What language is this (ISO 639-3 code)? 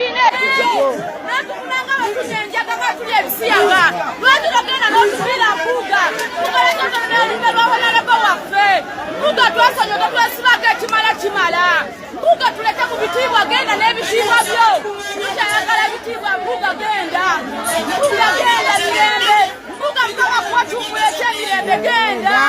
lug